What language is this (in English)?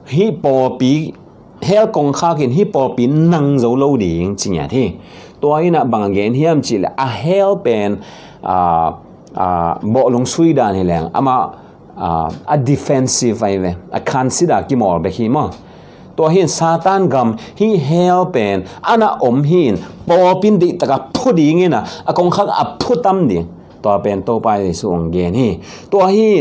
Tedim Chin